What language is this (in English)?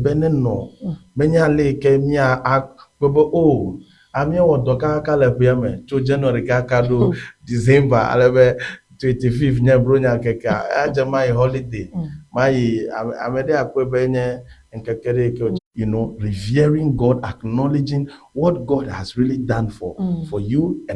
Ewe